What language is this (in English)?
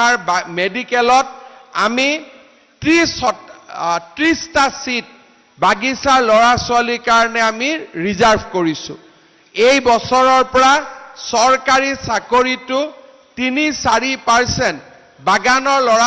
Assamese